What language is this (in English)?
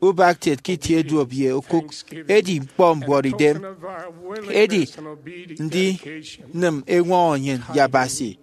Efik